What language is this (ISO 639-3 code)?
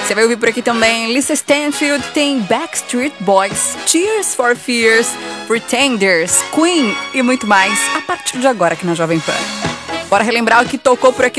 por